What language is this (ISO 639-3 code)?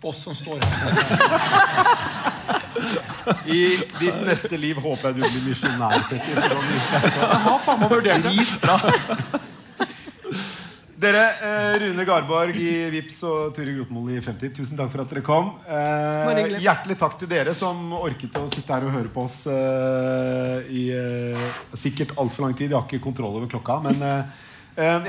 nor